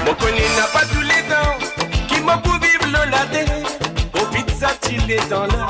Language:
Morisyen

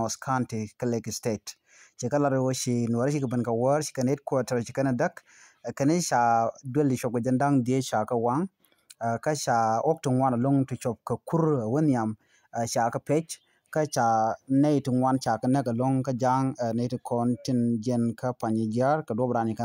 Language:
Nuer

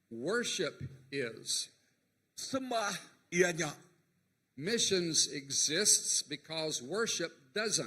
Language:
Iban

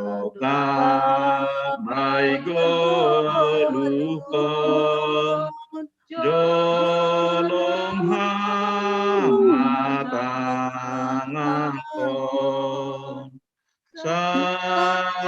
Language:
Batak Simalungun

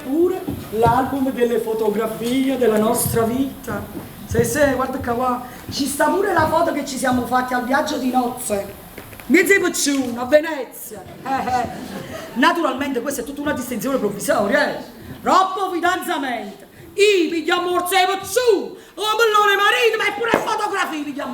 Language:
Neapolitan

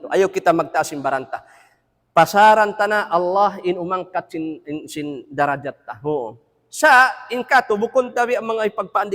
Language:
Tausug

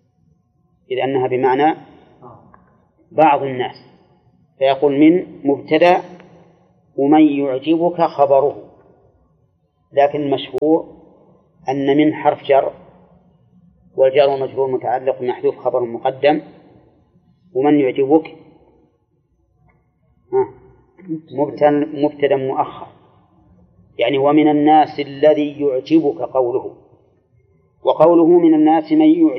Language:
Arabic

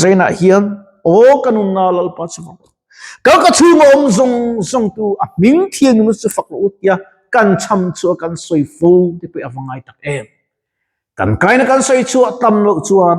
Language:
Mizo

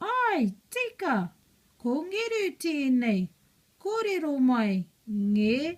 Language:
Māori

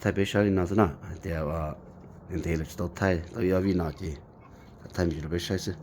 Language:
Hmong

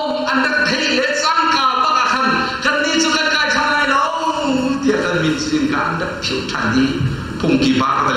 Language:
Hakha Chin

